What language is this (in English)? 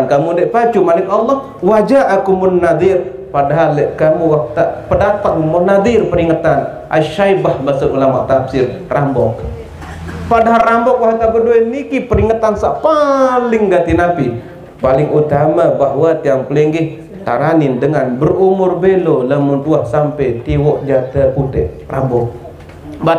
Sasak